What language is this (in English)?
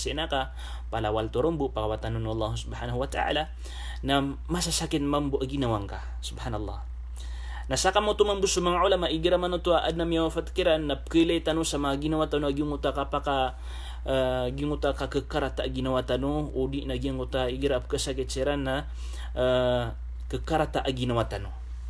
Maranao